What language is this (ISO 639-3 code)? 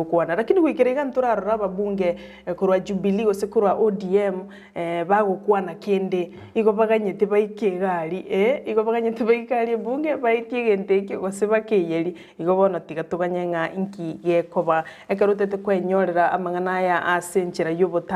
guz